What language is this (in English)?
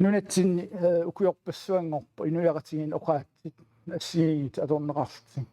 Kalaallisut